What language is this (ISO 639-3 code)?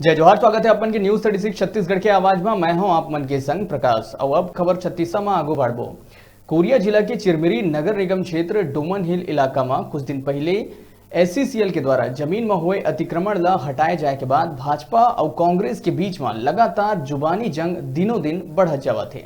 hne